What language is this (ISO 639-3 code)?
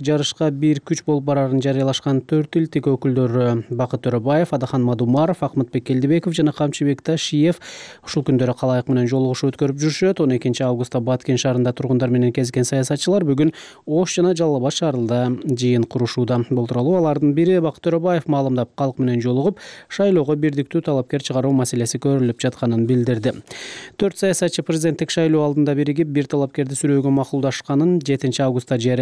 kir